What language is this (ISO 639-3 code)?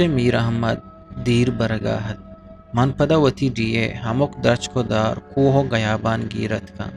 bgp